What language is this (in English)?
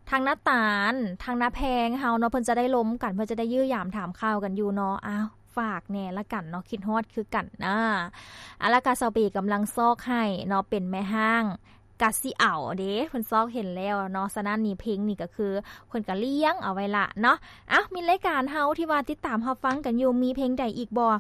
Lao